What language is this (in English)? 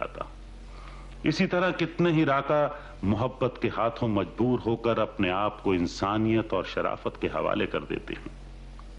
Hindi